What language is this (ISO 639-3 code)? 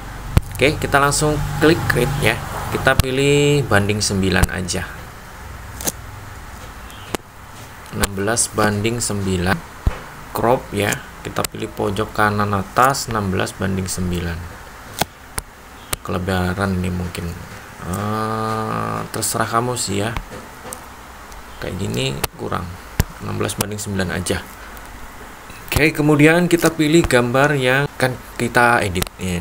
ind